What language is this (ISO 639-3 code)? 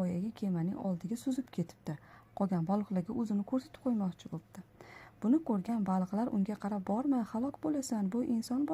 uzb